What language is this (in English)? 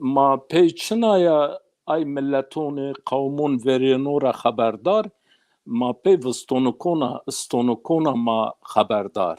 Zaza